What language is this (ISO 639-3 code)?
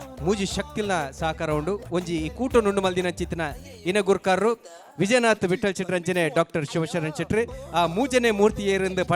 tcy